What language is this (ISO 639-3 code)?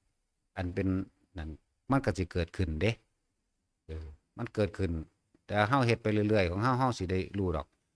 tts